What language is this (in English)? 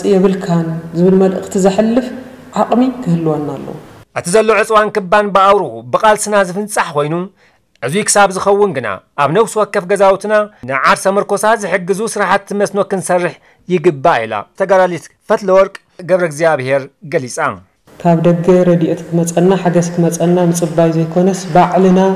Tigrinya